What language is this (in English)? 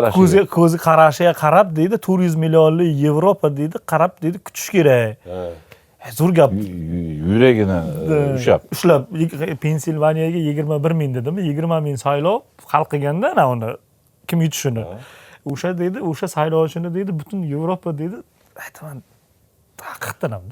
Uzbek